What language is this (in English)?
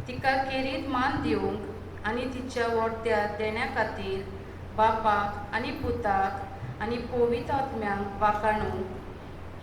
Konkani